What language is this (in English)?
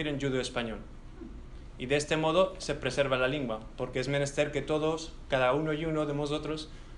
Ladino